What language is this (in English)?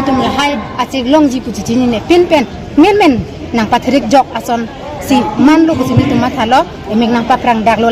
Karbi